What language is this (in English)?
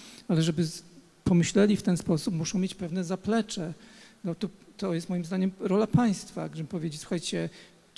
Polish